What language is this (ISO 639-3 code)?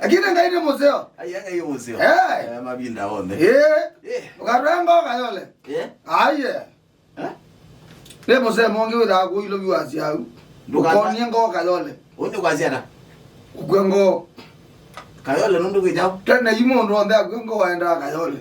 kam